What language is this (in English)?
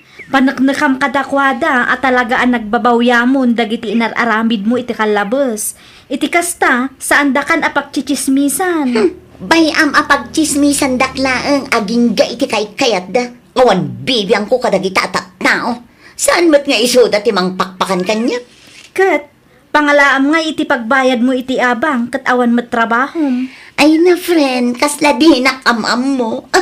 Iloko